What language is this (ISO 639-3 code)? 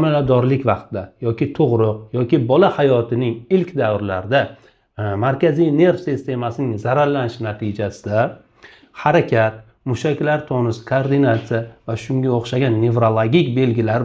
uzb